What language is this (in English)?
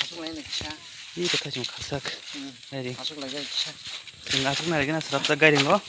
Kok Borok